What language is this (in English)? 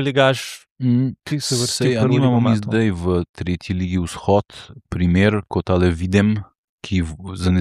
Slovenian